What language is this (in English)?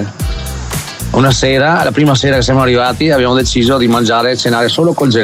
Italian